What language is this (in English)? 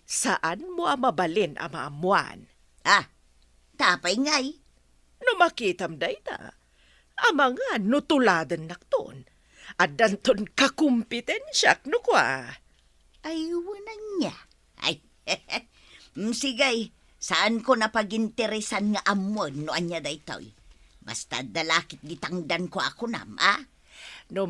Iloko